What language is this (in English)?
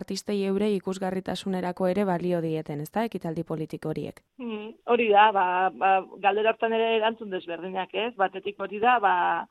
Basque